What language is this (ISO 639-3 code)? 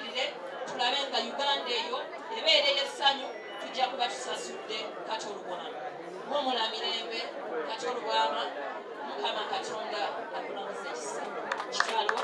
lug